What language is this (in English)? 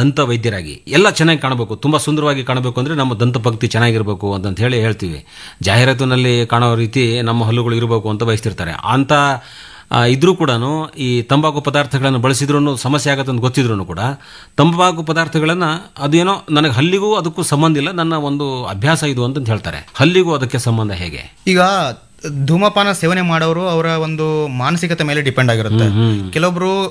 Kannada